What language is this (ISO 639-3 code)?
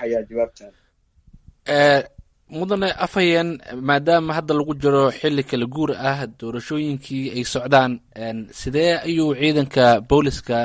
som